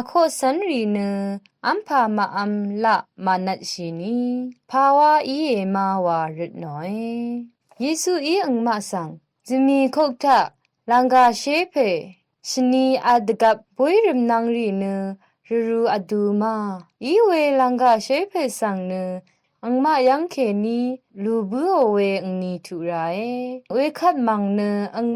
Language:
Rawang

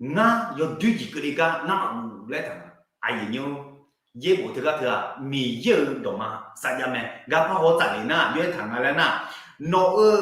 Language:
Akha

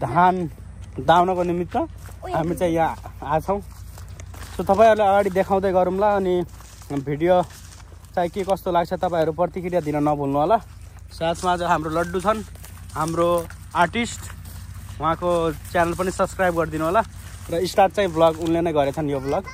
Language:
Nepali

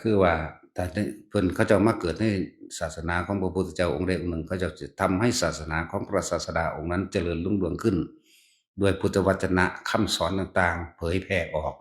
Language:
Northeastern Thai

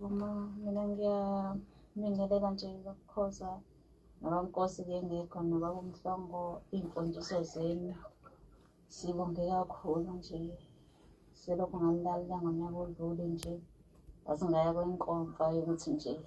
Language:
Zulu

